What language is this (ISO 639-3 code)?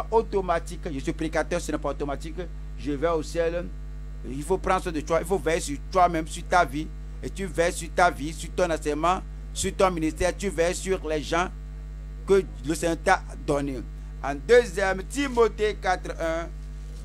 fra